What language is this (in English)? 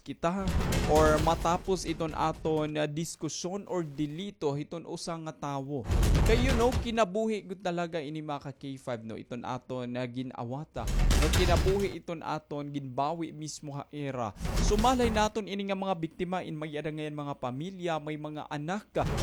Waray